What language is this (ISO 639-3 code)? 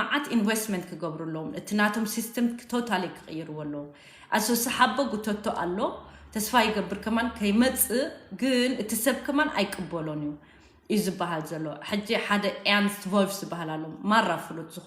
tir